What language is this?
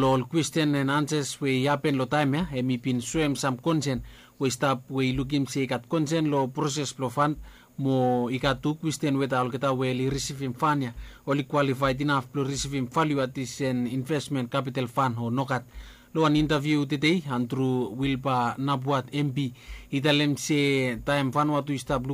Bislama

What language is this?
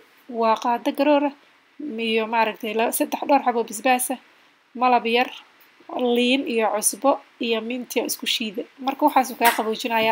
Somali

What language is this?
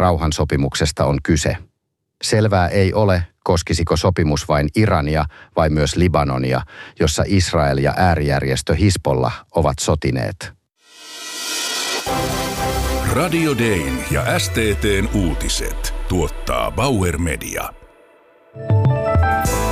Finnish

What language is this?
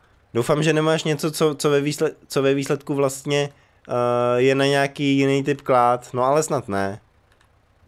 Czech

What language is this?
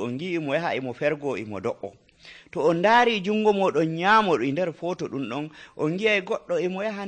Nigerian Fulfulde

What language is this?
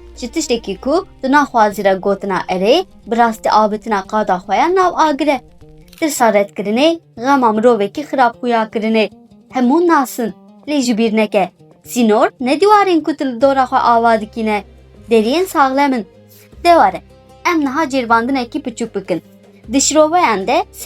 Kurdish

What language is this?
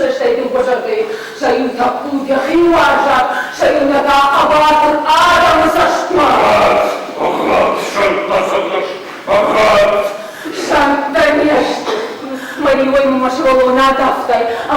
Ossetic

